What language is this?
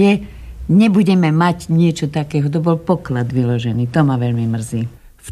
Slovak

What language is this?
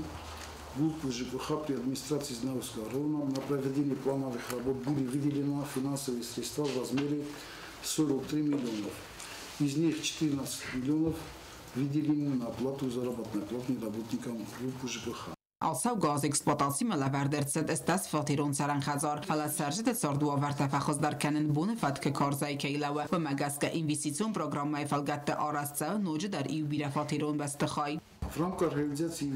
Ossetic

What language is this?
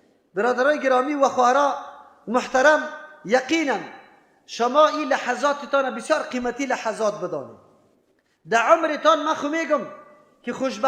Persian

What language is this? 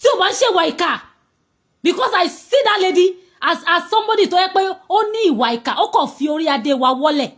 Yoruba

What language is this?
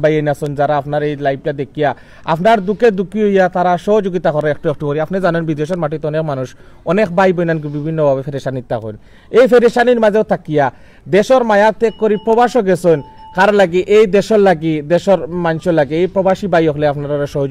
Sylheti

